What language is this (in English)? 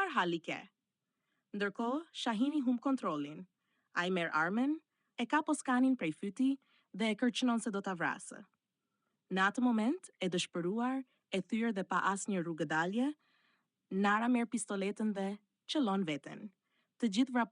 Albanian